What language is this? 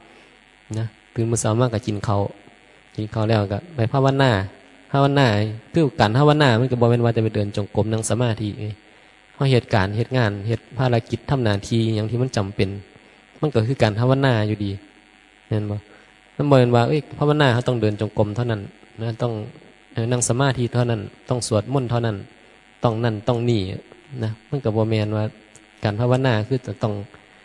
Northeastern Thai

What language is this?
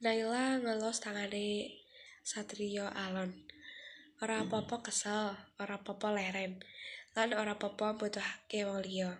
Javanese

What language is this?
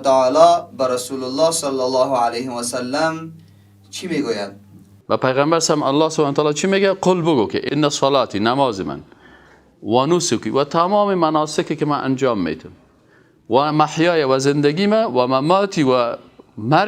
Persian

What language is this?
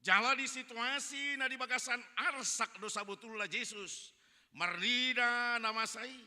Batak Toba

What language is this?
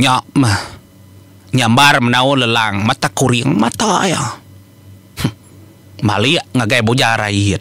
Iban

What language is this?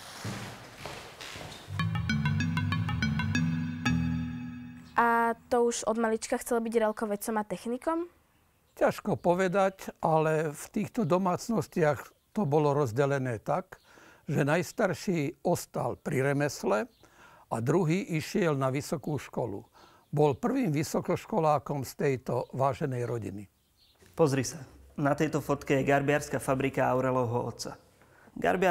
Slovak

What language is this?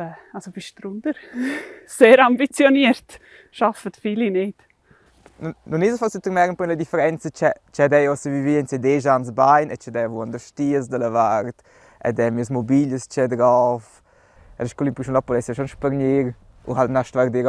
Romansh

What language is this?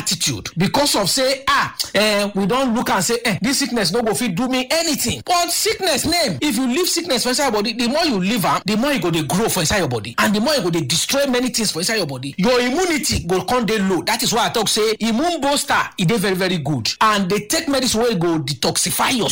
Nigerian Pidgin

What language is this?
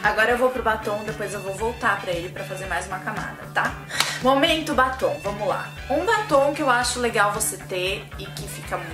Portuguese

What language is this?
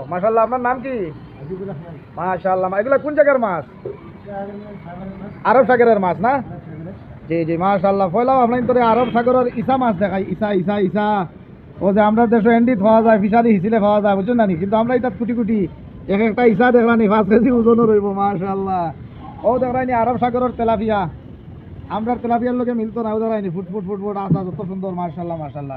Sylheti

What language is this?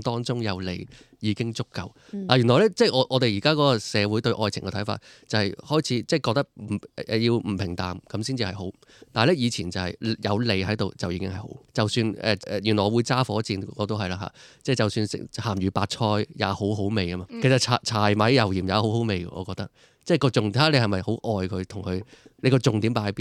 Cantonese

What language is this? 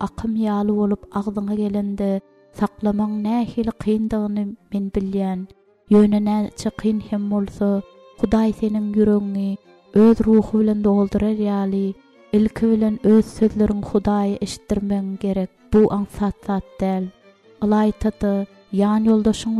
Turkmen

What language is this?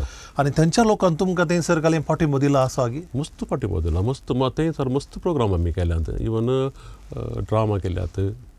Konkani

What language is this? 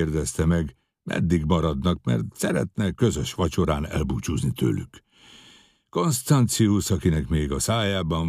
Hungarian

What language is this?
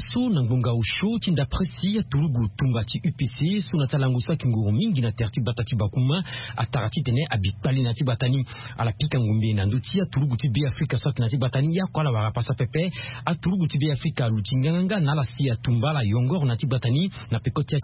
Sango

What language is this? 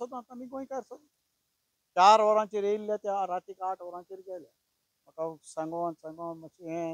Konkani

